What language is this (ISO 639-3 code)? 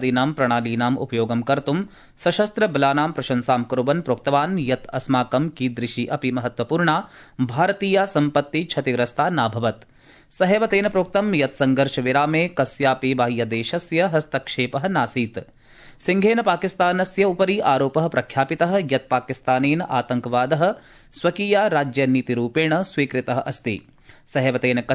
san